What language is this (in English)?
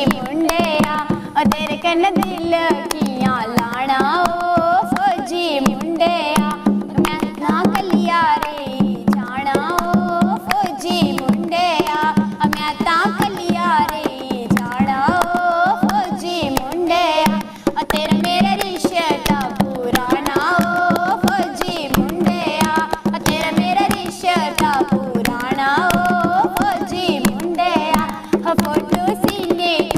Dogri